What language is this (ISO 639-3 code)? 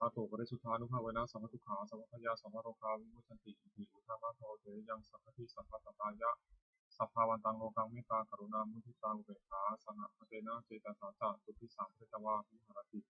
pli